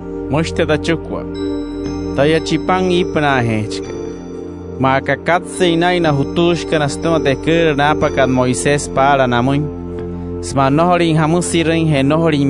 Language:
Wayuu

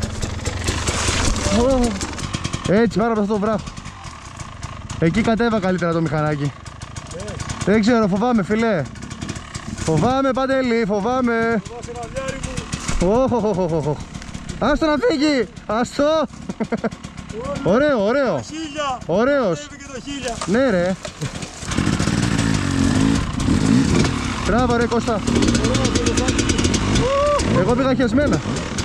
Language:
Greek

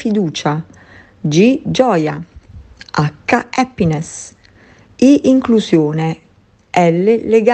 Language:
Italian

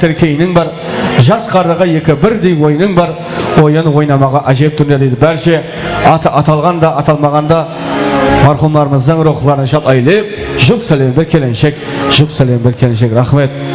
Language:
Kara-Kalpak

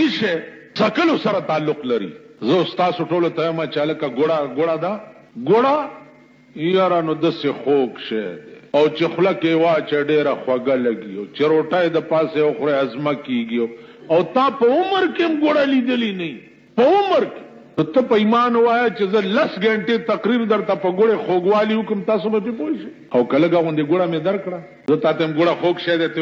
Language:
Pashto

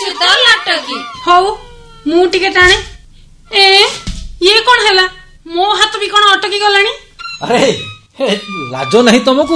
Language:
Odia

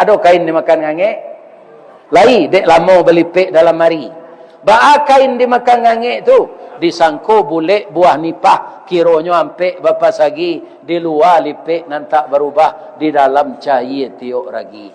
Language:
Minangkabau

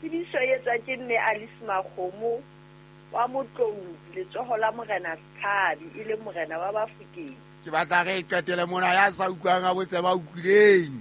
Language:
Southern Sotho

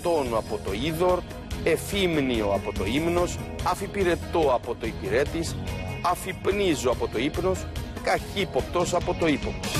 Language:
Greek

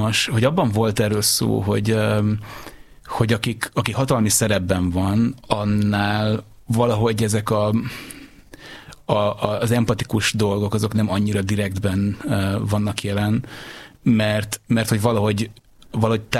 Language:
Hungarian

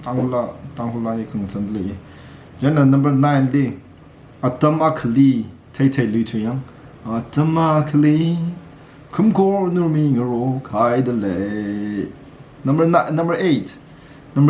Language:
Tangkhul Naga (India)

